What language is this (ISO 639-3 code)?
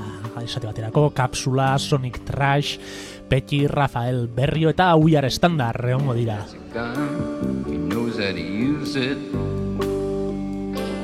eus